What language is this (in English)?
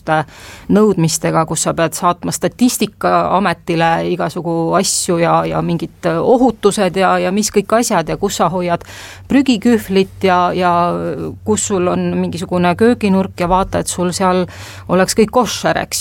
Estonian